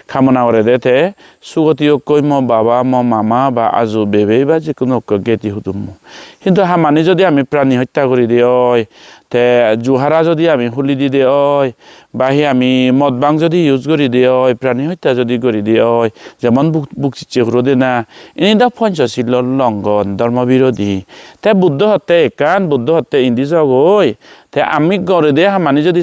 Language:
Chakma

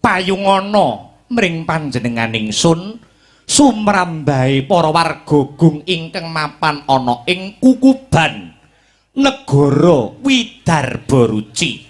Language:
Javanese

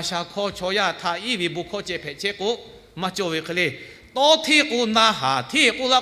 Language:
Lahu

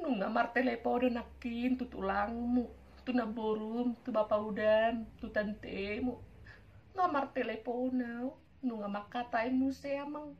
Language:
Batak Toba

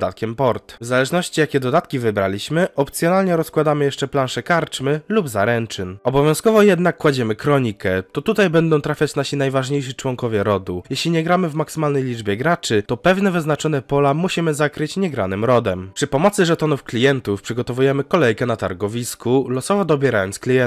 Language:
Polish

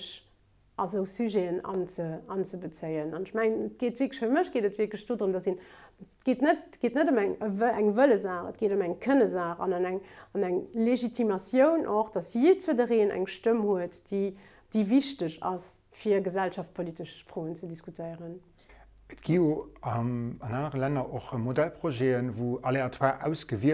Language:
Luxembourgish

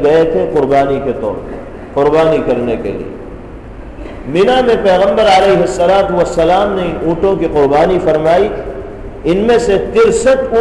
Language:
Urdu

